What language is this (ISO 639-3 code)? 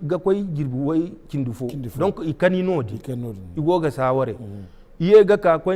dje